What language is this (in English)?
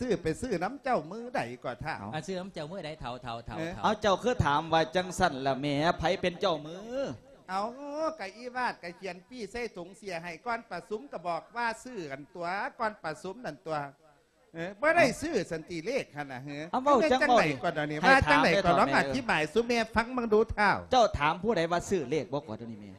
Lao